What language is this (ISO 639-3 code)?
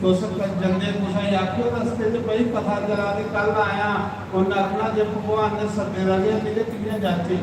doi